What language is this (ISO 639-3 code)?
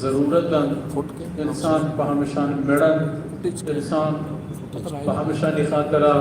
bgp